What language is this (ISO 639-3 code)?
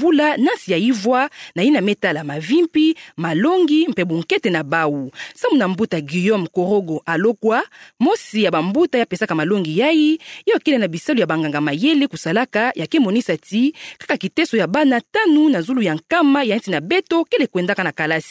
ktu